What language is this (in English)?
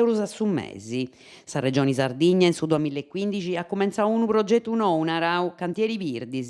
Sardinian